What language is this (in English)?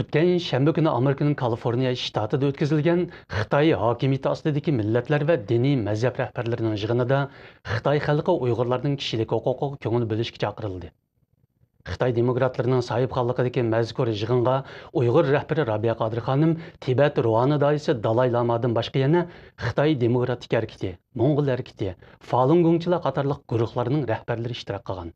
Uyghur